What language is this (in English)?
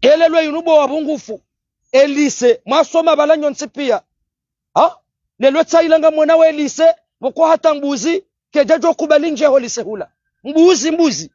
Ngazidja Comorian